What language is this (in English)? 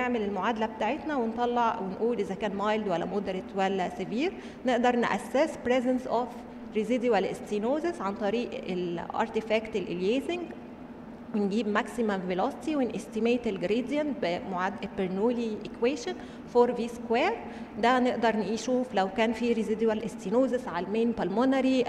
Egyptian Arabic